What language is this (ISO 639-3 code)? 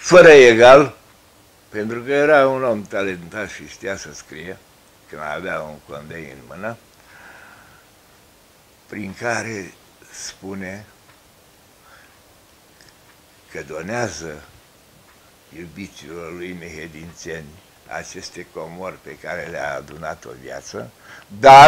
ron